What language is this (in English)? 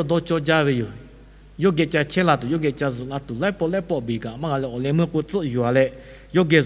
Lahu